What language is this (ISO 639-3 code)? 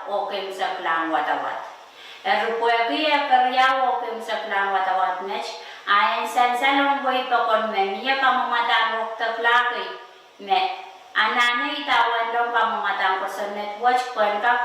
pon